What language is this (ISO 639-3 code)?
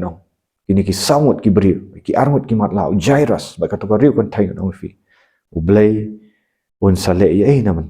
kha